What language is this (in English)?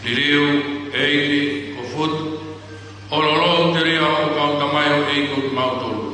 Tongan